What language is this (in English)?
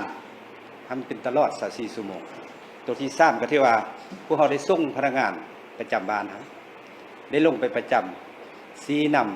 Lao